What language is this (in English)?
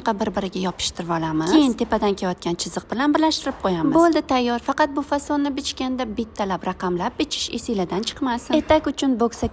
Uzbek